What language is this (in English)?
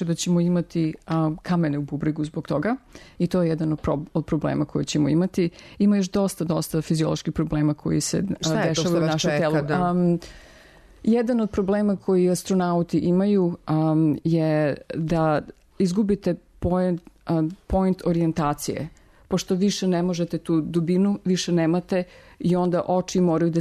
Serbian